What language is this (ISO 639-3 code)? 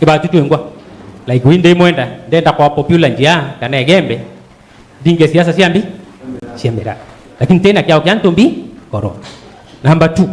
mer